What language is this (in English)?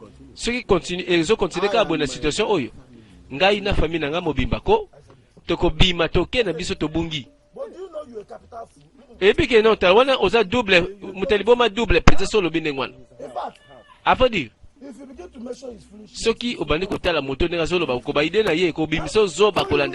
Lingala